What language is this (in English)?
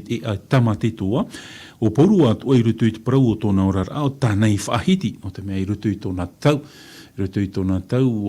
Tahitian